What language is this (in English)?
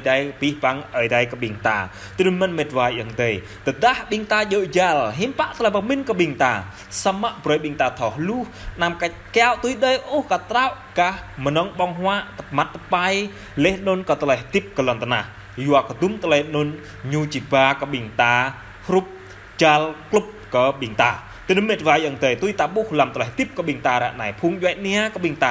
Jarai